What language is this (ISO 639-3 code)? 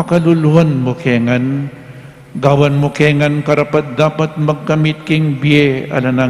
pam